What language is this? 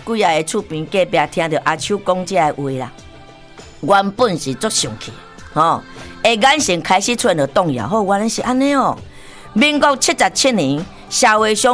Min Nan Chinese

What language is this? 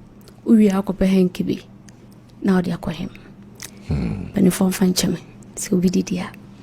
Akan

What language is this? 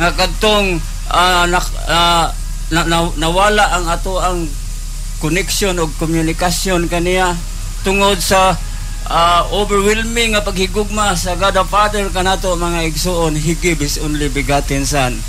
Cebuano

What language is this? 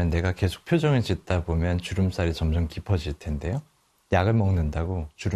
Korean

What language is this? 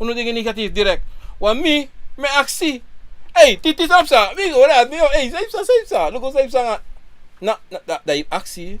Sranan Tongo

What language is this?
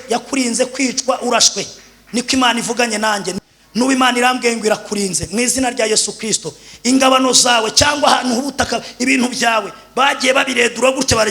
Kinyarwanda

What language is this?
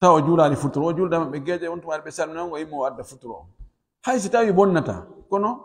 Pular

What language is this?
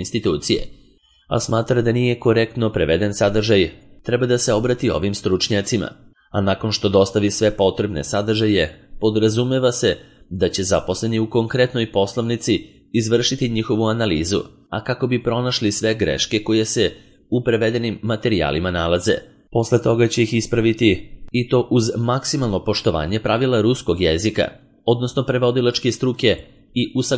Serbian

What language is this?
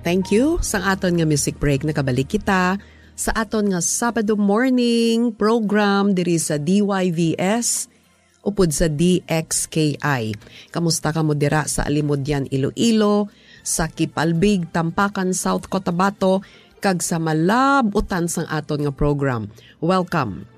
Hiligaynon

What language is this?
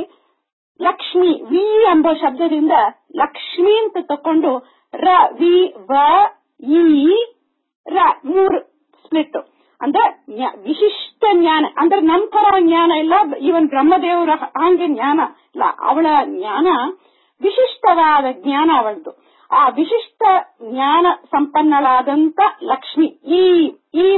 Kannada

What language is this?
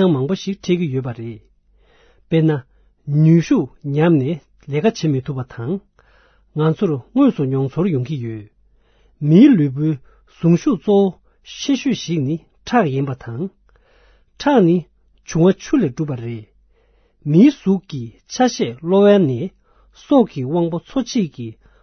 Tibetan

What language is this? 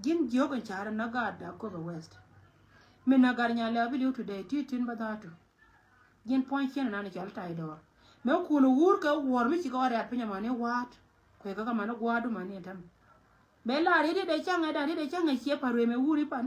Nuer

